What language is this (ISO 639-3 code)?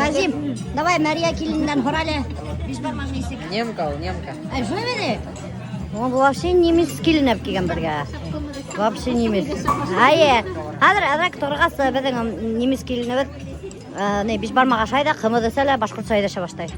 bak